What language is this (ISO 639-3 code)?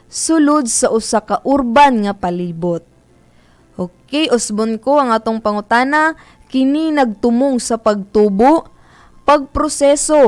ceb